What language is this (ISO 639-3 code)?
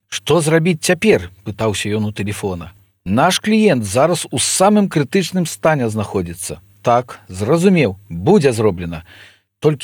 bel